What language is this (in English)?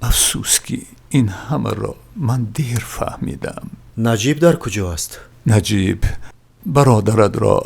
Tajik